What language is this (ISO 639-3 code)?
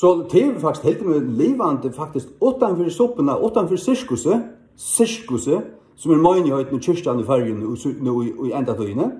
fao